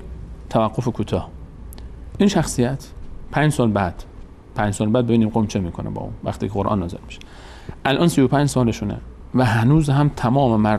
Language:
Persian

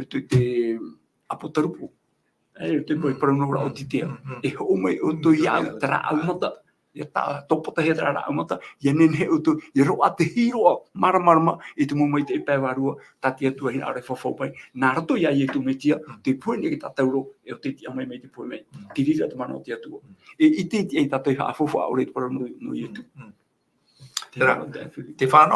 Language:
Tahitian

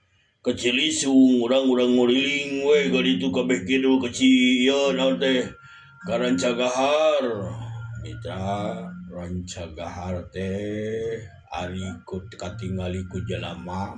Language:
Sundanese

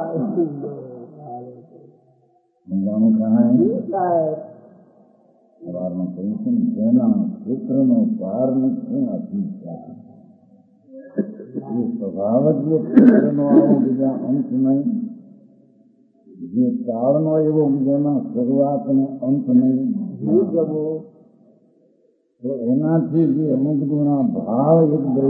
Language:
Gujarati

